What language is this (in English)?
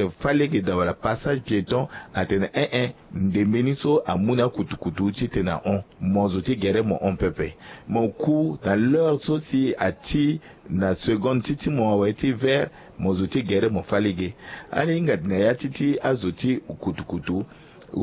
Sango